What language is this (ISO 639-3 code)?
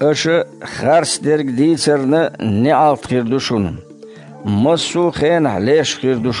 che